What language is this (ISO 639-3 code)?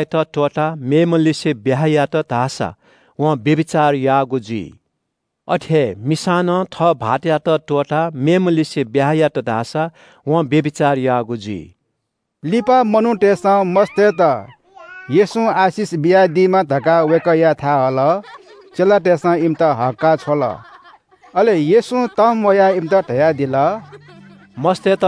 new